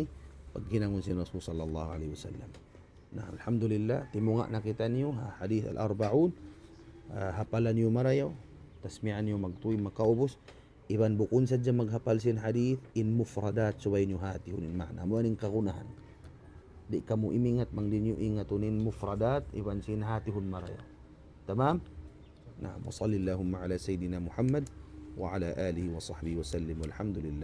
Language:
Tausug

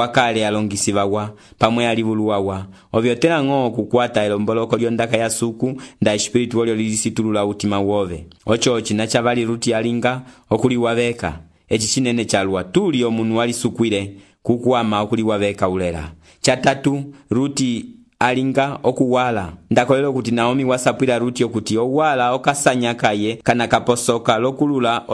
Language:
Umbundu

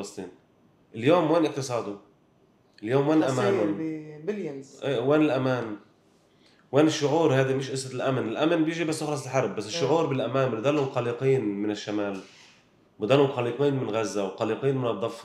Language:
North Levantine Arabic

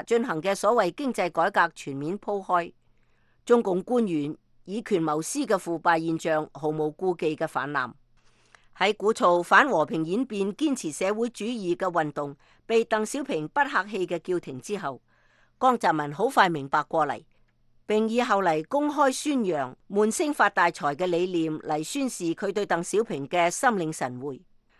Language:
Cantonese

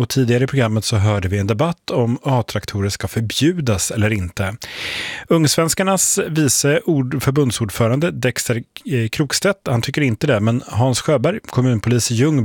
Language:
Swedish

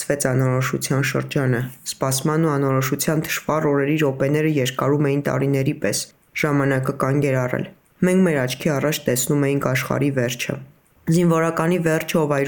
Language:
Armenian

